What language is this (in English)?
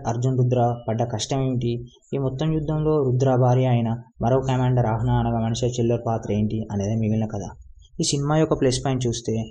Telugu